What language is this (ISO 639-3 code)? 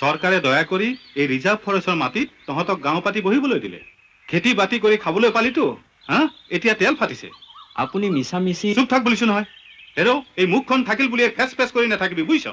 asm